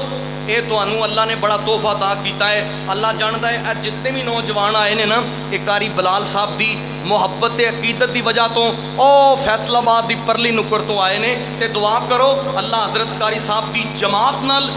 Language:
Western Panjabi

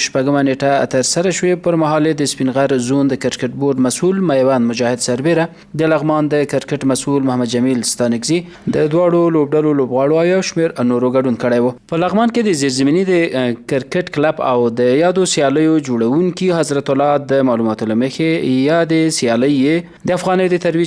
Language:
Pashto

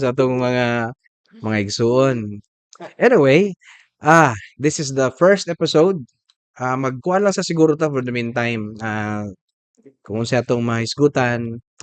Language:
Cebuano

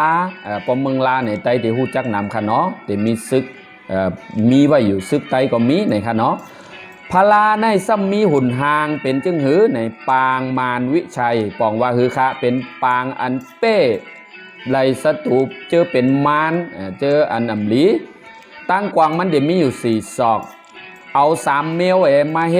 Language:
Shan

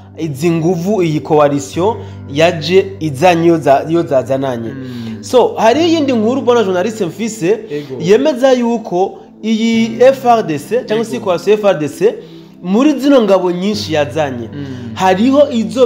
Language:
Rundi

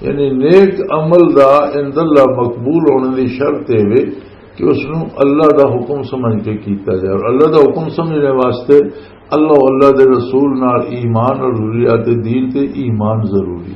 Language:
Western Panjabi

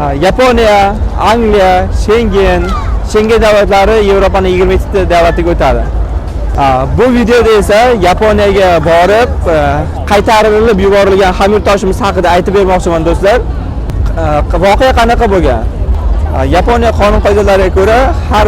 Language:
Uzbek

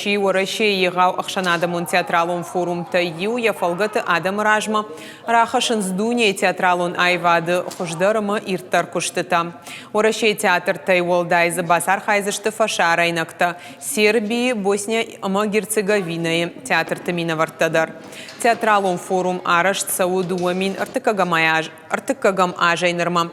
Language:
Ossetic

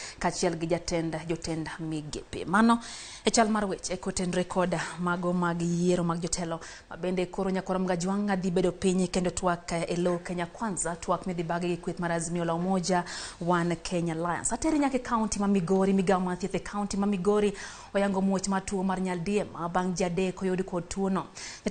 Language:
Luo (Kenya and Tanzania)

